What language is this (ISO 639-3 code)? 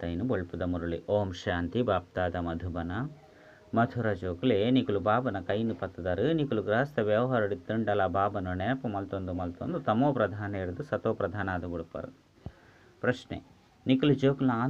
tcy